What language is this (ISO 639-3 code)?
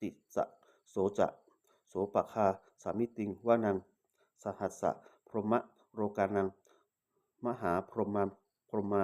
pli